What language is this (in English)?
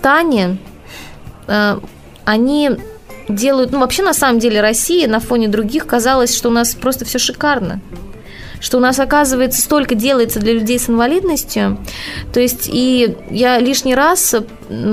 Russian